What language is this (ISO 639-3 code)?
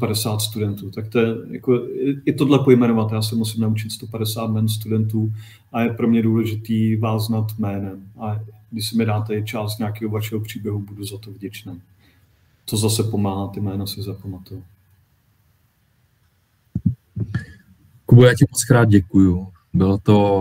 ces